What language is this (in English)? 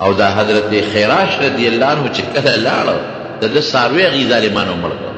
Pashto